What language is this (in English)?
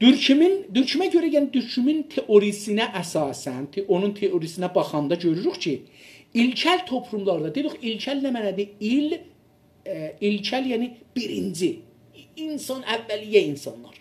South Azerbaijani